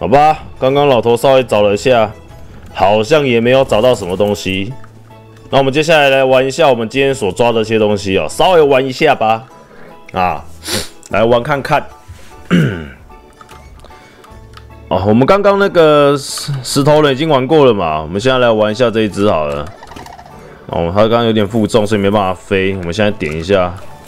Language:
Chinese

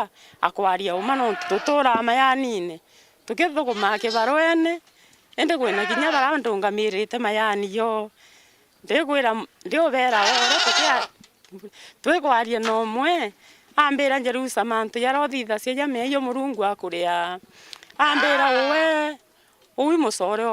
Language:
Meru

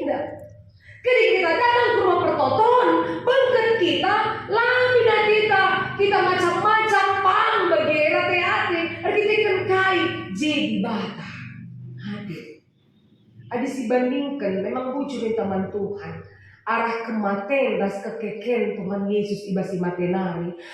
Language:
Batak Karo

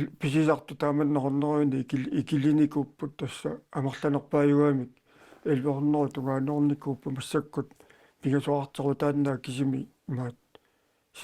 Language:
Kalaallisut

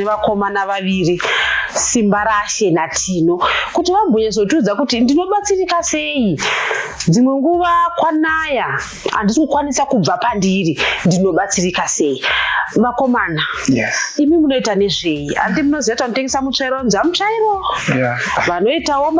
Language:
Shona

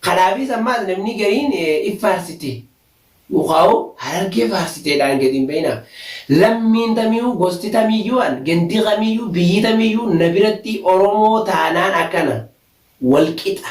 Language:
Oromo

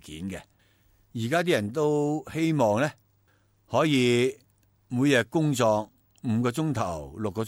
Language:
Cantonese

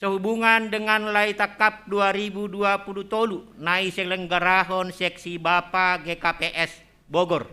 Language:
Batak Simalungun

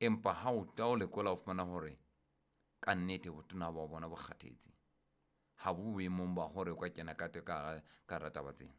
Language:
Southern Sotho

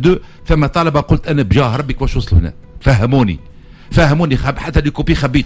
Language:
Tunisian Arabic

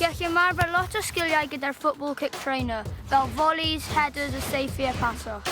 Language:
Welsh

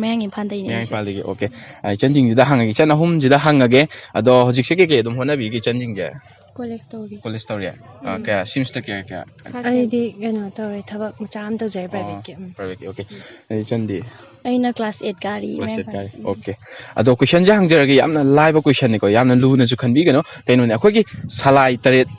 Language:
Manipuri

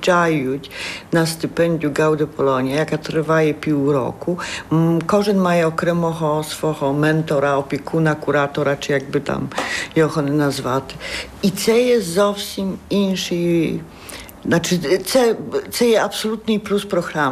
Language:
Ukrainian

